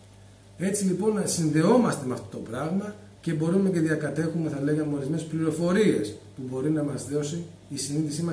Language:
Greek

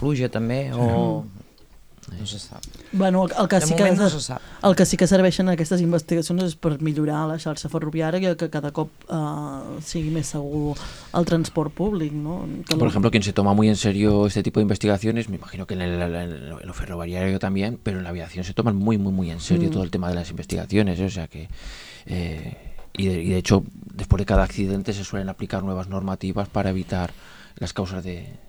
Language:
Catalan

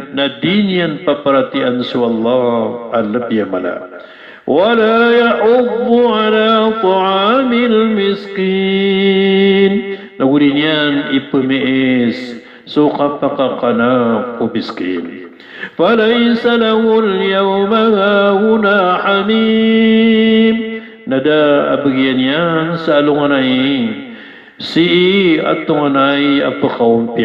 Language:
Maranao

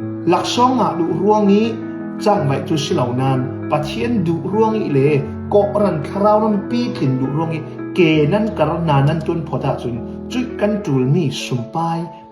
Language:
Falam Chin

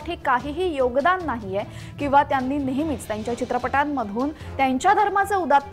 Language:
Marathi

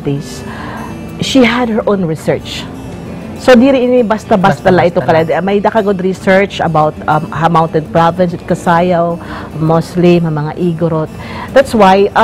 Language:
Waray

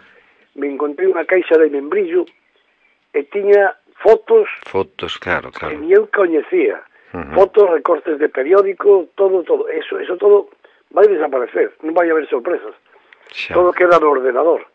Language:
Galician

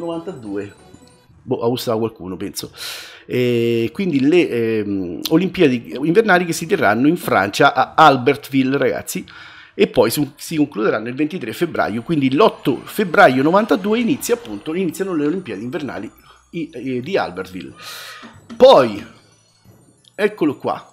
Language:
Italian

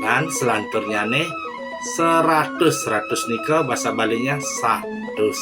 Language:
Balinese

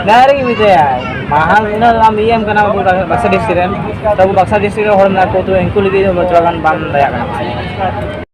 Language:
Santali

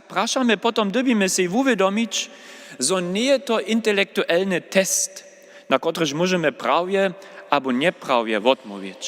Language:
Upper Sorbian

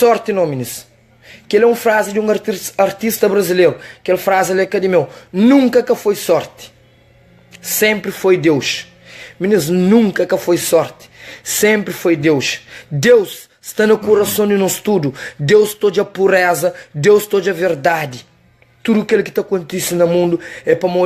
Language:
Kabuverdianu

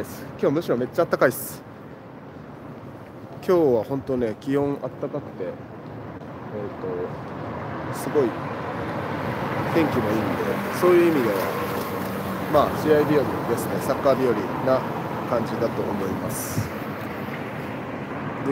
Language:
Japanese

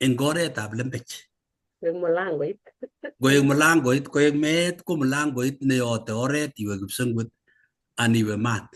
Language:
Kalenjin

